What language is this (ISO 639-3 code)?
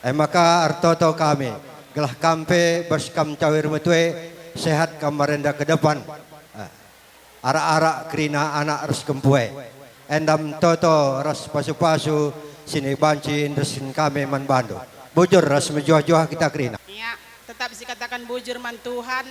btx